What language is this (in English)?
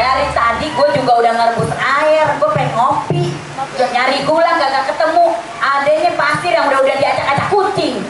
Betawi